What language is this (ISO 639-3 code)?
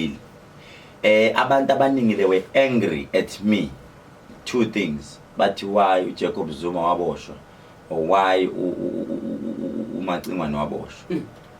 zul